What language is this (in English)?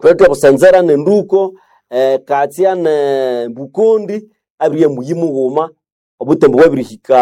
Nande